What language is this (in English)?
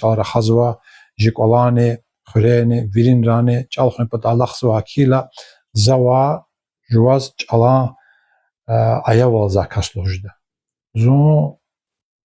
Lezghian